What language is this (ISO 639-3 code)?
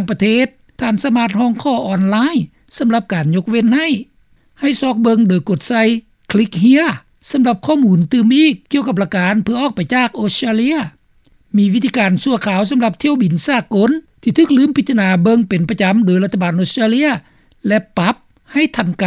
lao